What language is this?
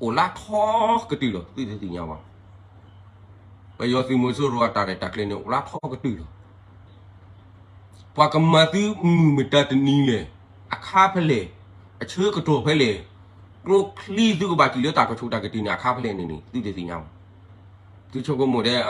S'gaw Karen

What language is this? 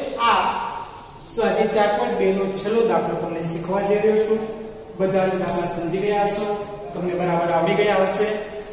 Gujarati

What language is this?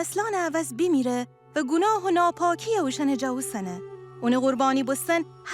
Gilaki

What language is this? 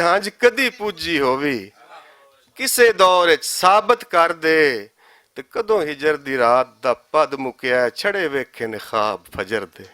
Western Panjabi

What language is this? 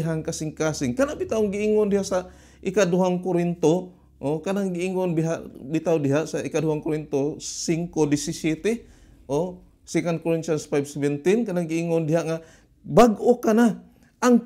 Cebuano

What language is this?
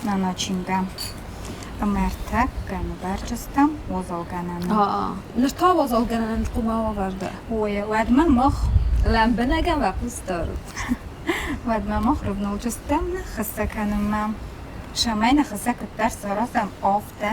Ossetic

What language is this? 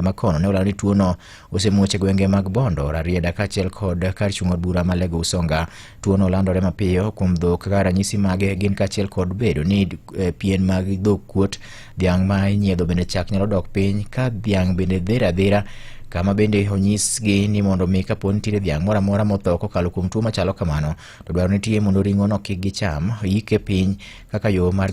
Luo (Kenya and Tanzania)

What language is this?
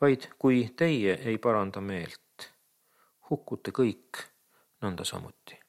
Estonian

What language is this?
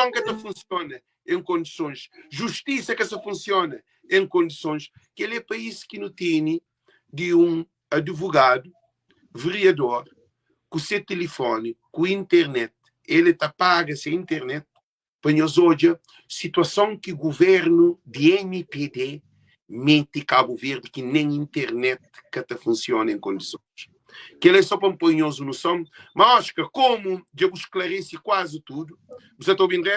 Kabuverdianu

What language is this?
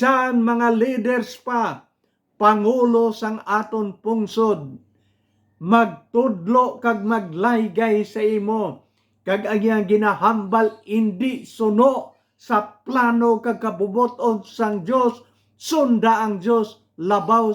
Hiligaynon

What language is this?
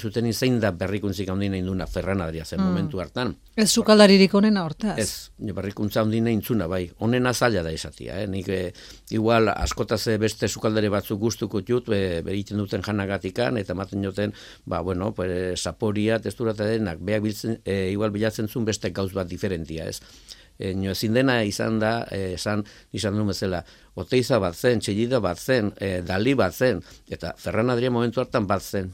Basque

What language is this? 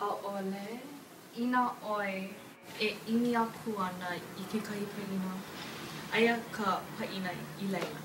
Hawaiian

